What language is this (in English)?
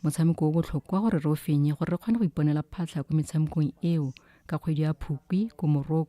Tswana